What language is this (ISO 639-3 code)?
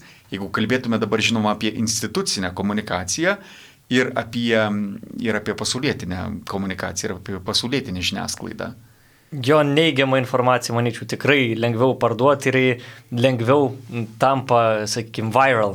lit